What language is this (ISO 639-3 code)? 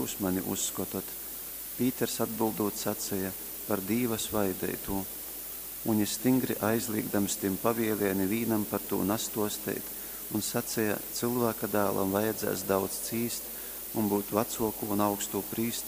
ltg